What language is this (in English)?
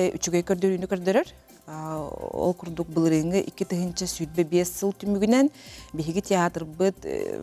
Yakut